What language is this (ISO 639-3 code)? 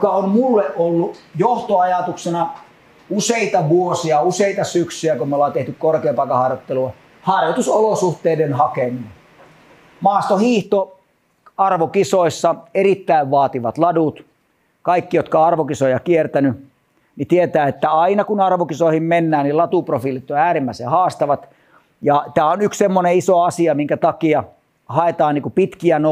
fin